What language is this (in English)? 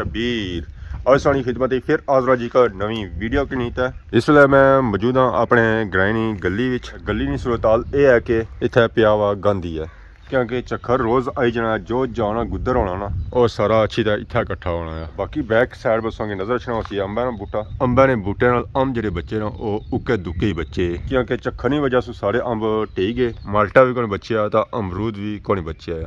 Pahari-Potwari